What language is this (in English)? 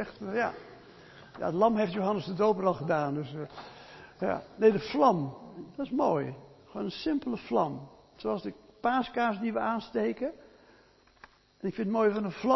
Dutch